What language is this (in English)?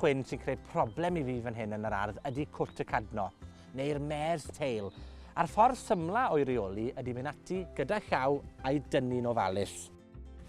Welsh